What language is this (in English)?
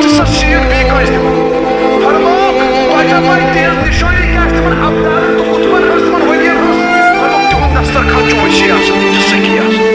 Kashmiri